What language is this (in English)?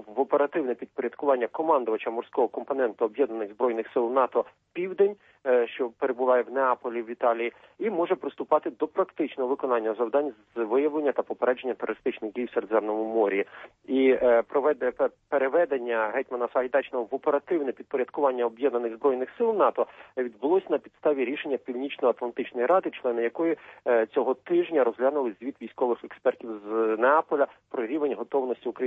Ukrainian